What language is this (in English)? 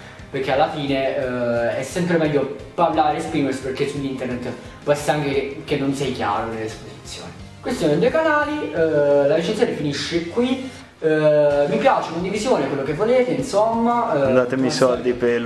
Italian